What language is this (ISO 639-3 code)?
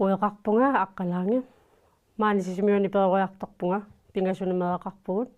kal